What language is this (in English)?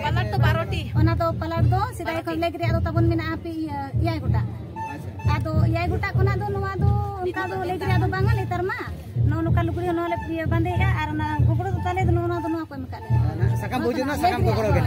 Santali